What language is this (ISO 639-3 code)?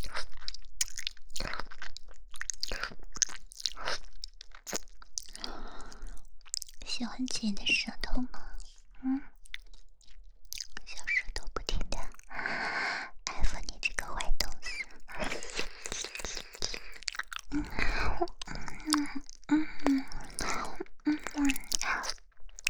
zho